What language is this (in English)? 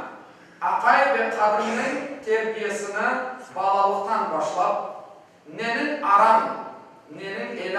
Crimean Tatar